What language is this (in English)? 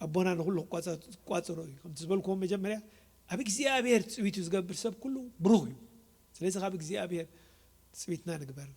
Tigrinya